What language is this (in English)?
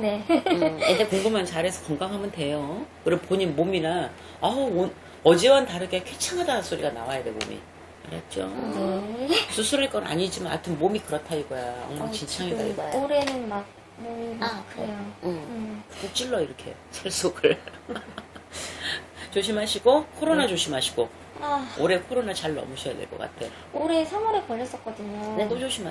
Korean